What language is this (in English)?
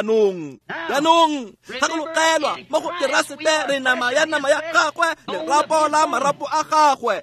Tswana